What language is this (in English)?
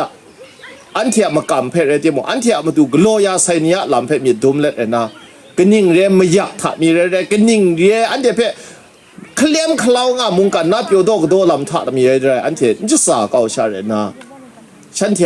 Kachin